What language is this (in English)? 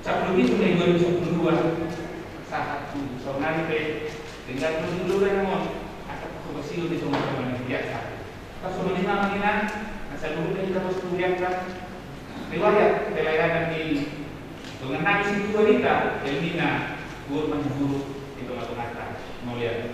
Batak Toba